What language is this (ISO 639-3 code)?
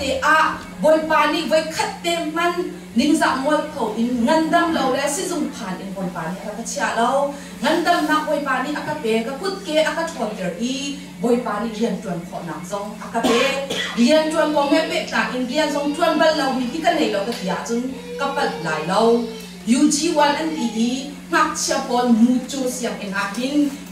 cnh